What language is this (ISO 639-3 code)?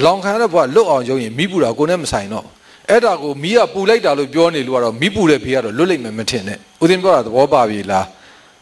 mya